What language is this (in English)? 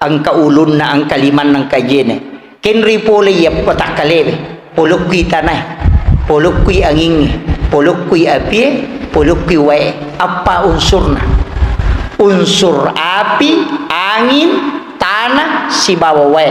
Buginese